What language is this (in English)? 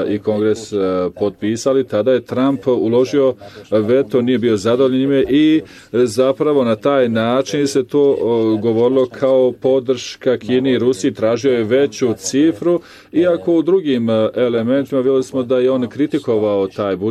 Bosnian